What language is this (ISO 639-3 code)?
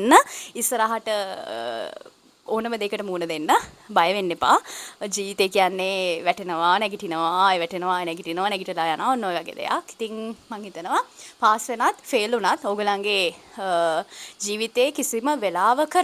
sin